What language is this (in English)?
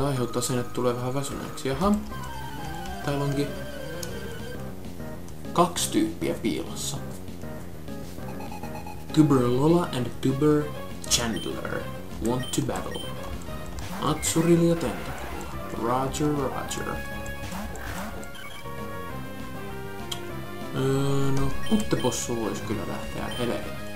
Finnish